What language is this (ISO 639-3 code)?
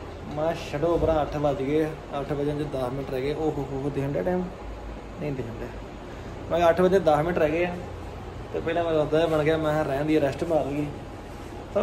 pan